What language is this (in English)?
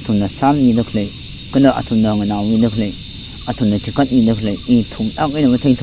Tangkhul Naga (India)